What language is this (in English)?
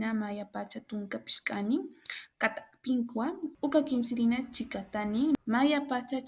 Aymara